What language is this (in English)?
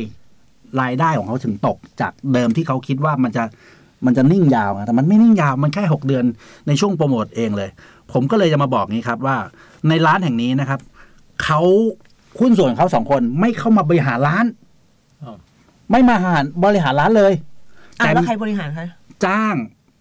Thai